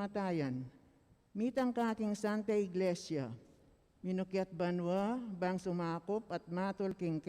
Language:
Pampanga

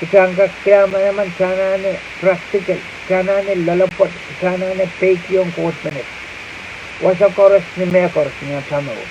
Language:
Pohnpeian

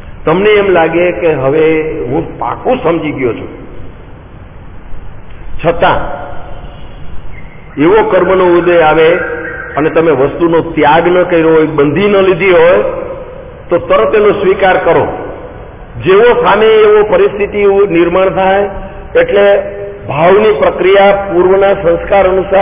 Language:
Gujarati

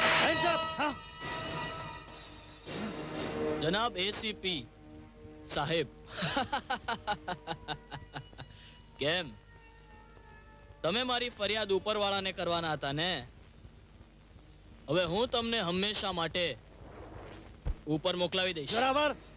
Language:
Gujarati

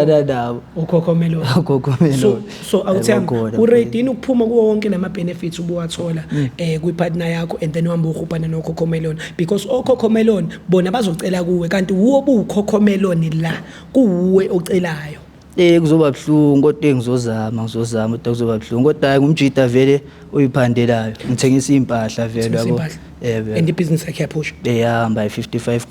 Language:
Zulu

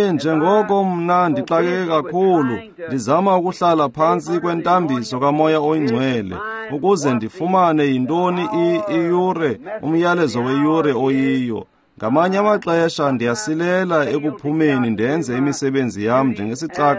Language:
Xhosa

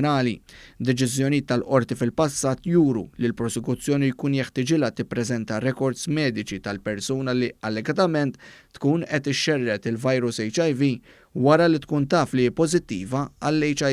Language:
Maltese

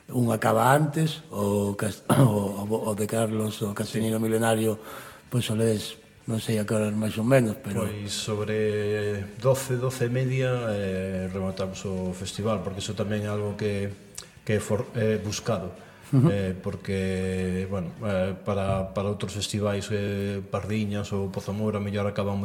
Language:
Galician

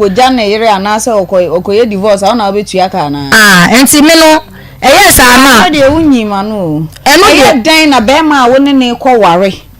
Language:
Akan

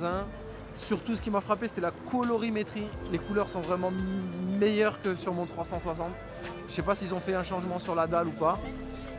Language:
French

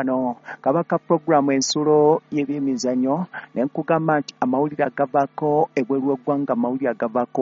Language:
Ganda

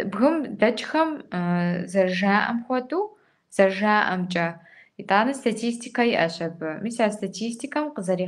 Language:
Kabardian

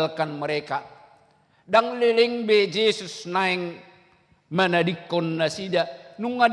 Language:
Batak Toba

